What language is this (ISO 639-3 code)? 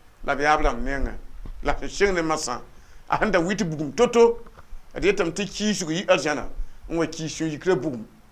mos